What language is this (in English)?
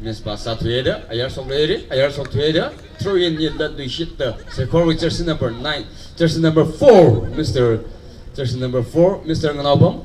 Tangkhul Naga (India)